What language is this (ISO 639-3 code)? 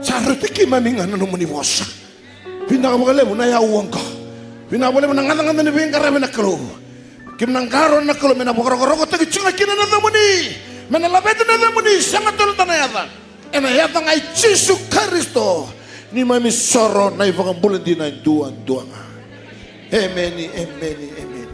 fij